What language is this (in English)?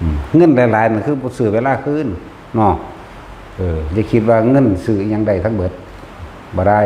Northeastern Thai